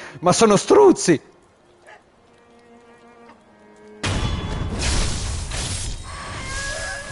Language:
Italian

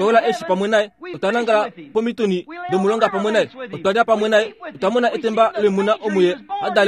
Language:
Kuanyama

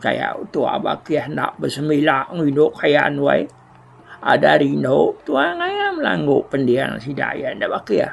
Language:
Iban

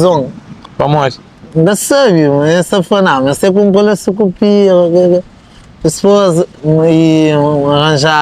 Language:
Kabuverdianu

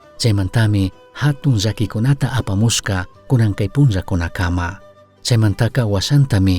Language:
Chimborazo Highland Quichua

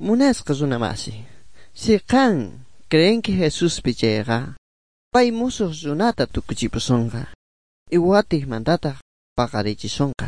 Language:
Quechua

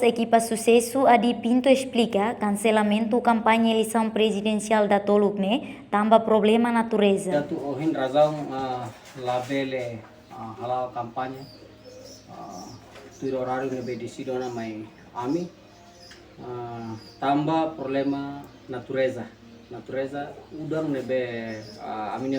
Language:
Tetum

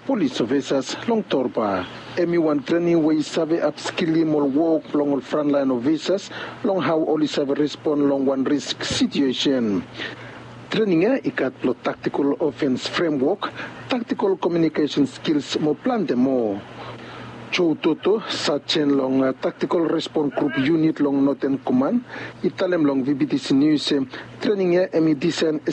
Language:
Bislama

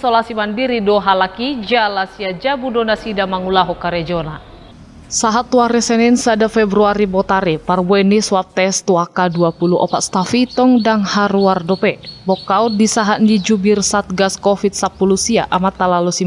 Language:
Batak Toba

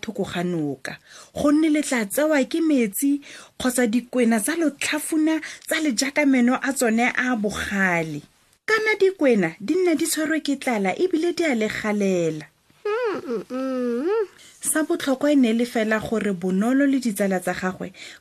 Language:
Tswana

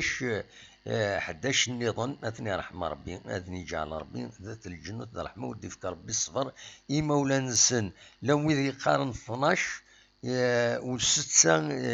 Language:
Kabyle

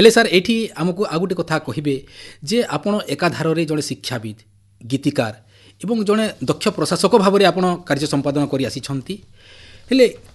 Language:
Odia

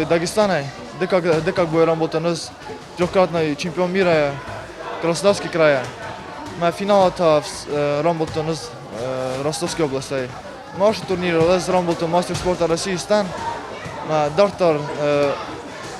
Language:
Ossetic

